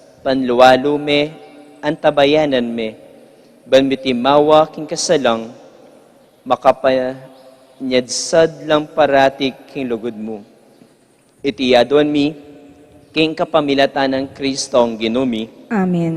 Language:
Pampanga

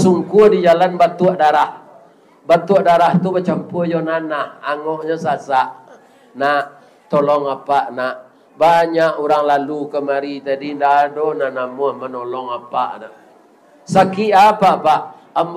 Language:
Minangkabau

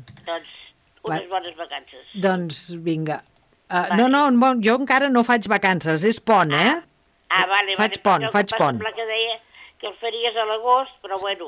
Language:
Catalan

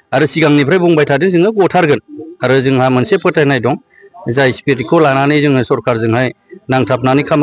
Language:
Bodo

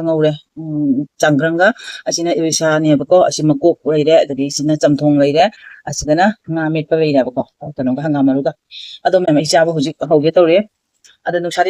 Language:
Manipuri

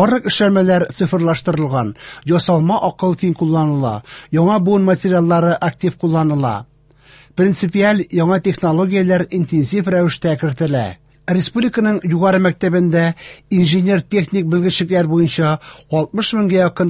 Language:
Tatar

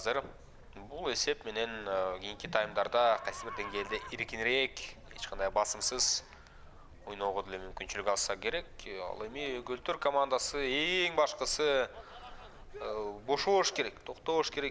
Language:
Kyrgyz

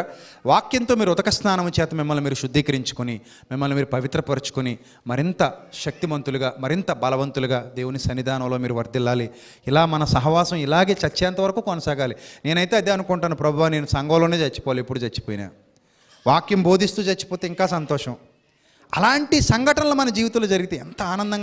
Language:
Telugu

